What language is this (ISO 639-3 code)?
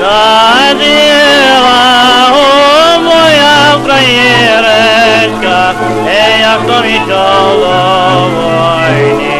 rue